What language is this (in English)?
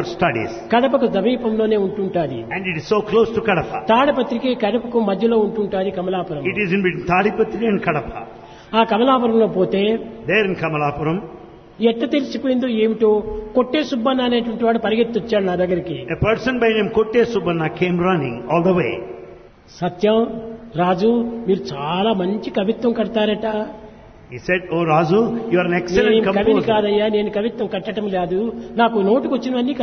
Telugu